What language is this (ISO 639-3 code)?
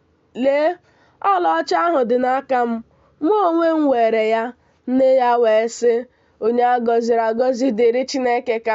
ibo